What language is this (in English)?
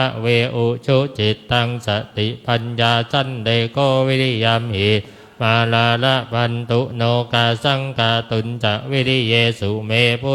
Pali